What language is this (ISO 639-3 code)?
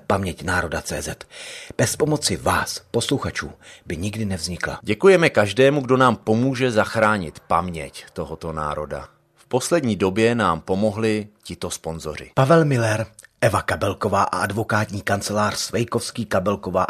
ces